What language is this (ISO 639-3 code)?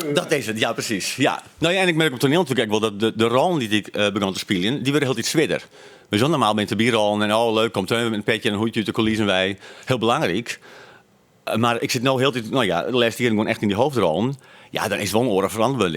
fry